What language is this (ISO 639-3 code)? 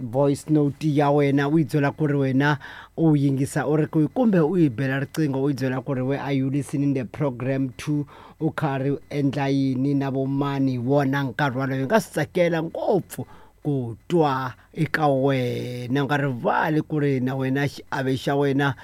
tso